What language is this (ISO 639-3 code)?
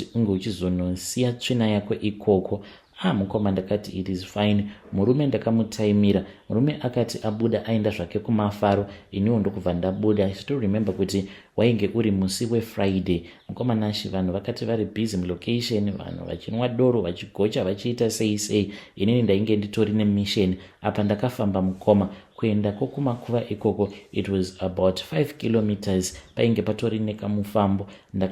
sna